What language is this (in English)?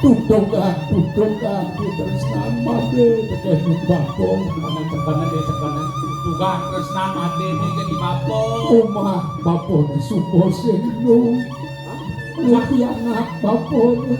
Balinese